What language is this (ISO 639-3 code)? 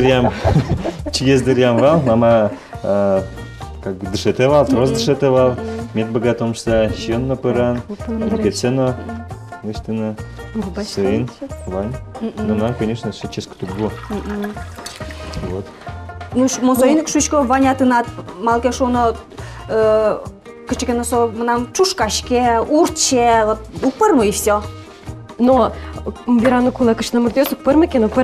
udm